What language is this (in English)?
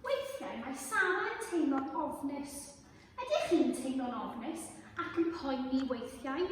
Welsh